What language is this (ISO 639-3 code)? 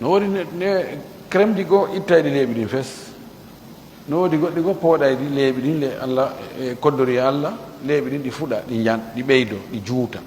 ful